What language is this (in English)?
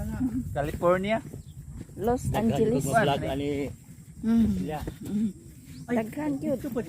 Cebuano